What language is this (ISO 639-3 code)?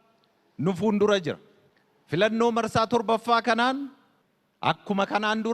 orm